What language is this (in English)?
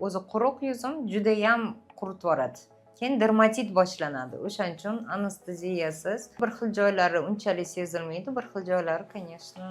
Uzbek